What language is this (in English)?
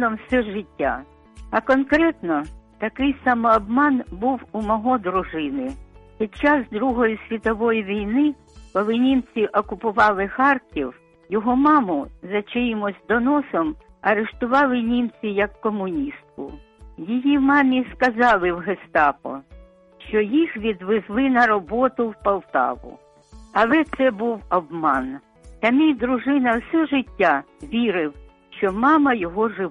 Ukrainian